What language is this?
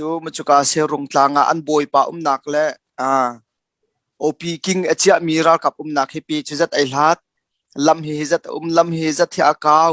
Hakha Chin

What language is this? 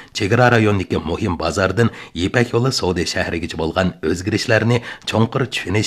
Uyghur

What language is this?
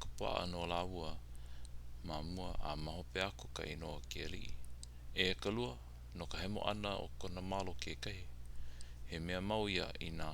Hawaiian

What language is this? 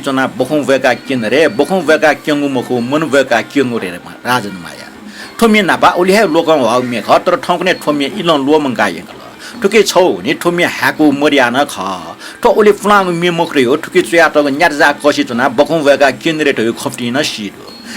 Newari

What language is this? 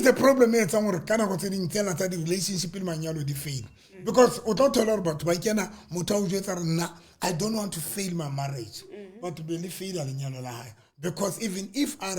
Southern Sotho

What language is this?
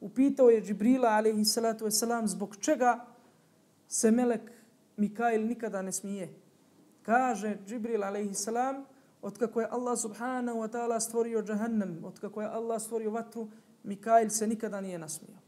Bosnian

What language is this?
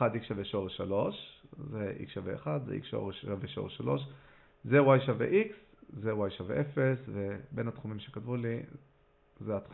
Hebrew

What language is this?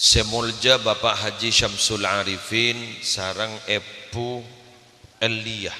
Madurese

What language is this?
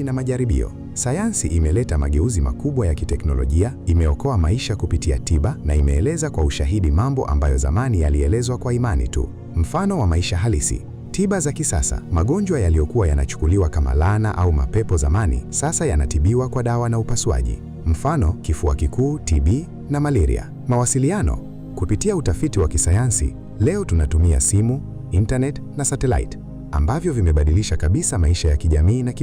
Swahili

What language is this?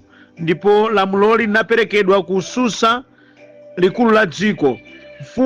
Nyanja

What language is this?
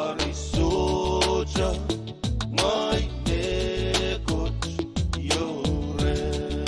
Pohnpeian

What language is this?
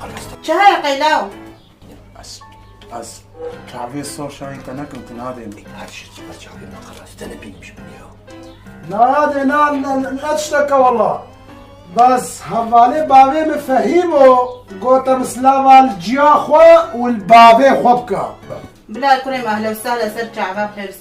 Kurdish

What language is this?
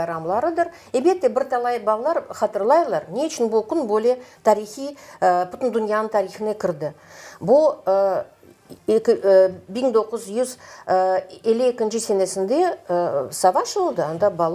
Crimean Tatar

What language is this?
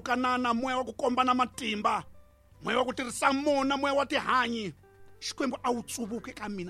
Tsonga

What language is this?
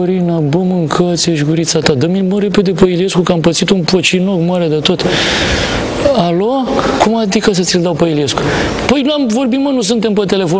Romanian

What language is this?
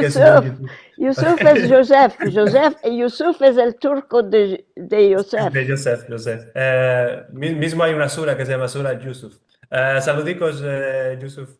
Ladino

